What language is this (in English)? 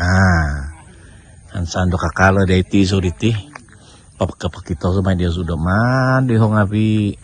Central Dusun